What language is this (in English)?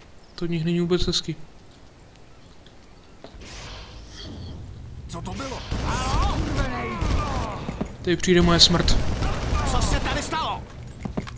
Czech